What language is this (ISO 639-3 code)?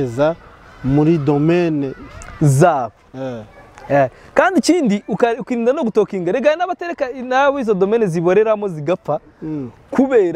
kin